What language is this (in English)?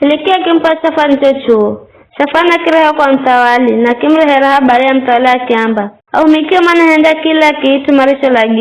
Giryama